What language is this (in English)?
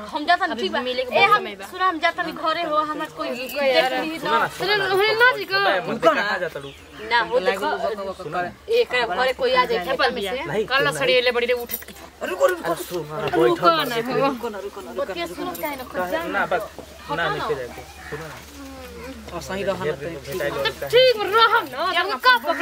Bhojpuri